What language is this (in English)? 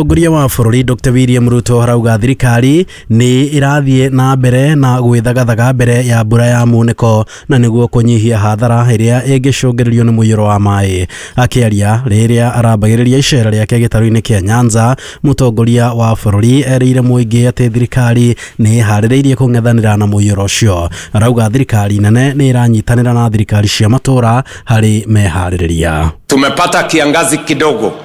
Kikuyu